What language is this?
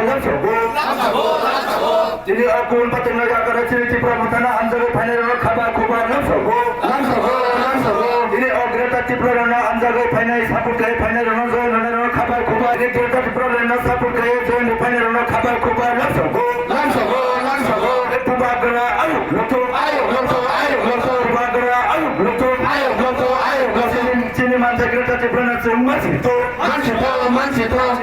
Kok Borok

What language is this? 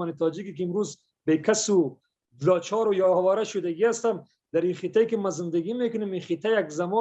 Persian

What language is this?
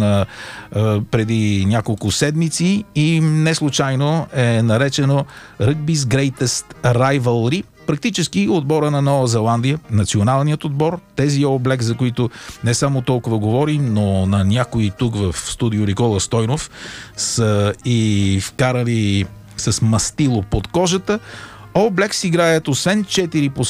Bulgarian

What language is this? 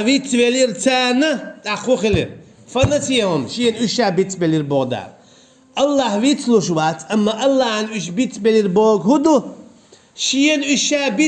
Chechen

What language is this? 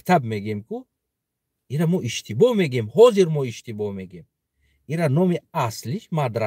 Tajik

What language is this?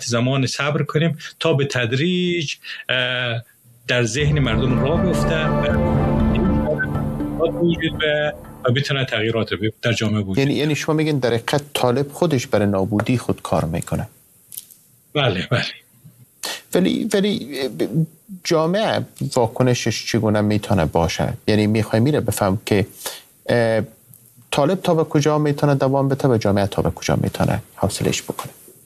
Persian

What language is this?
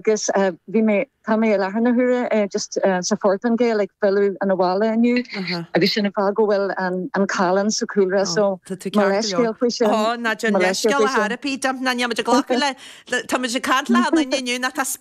Irish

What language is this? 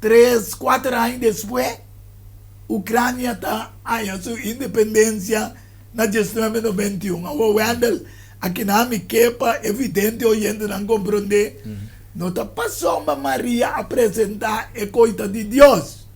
Papiamento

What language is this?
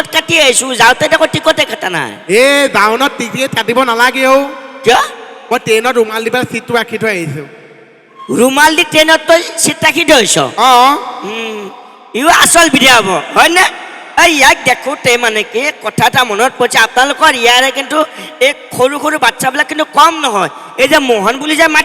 Assamese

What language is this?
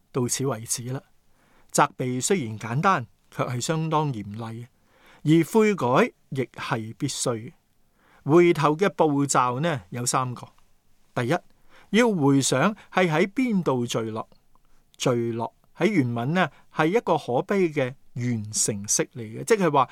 Cantonese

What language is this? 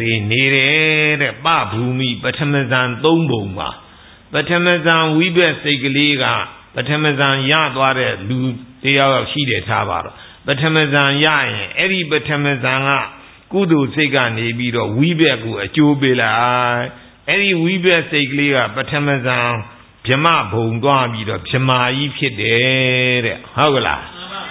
Burmese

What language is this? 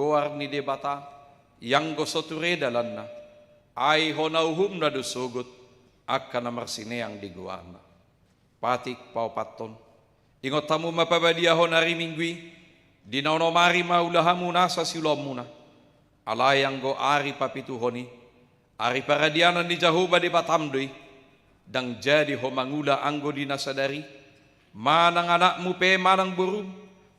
Batak Toba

